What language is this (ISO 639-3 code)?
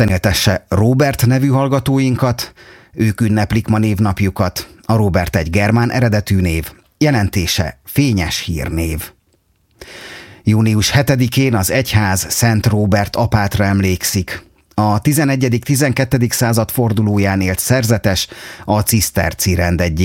hun